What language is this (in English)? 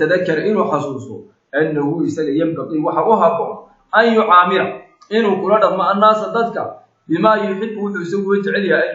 Somali